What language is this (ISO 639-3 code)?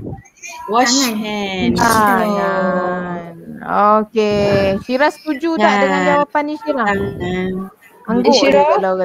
msa